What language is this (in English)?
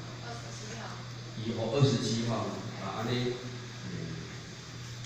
Min Nan Chinese